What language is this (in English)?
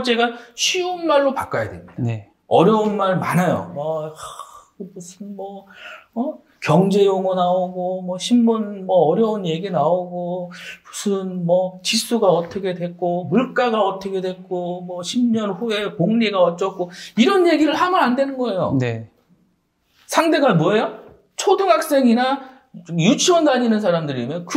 Korean